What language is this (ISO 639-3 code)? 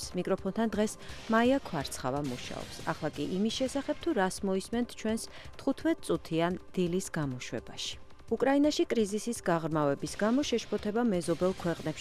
kat